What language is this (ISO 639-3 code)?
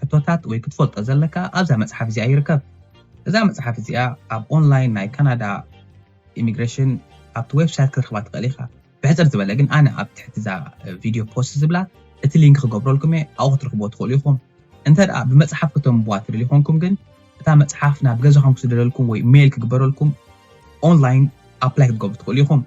tir